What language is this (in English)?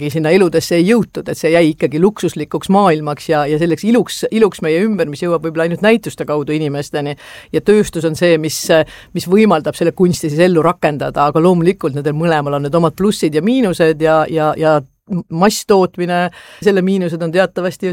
Estonian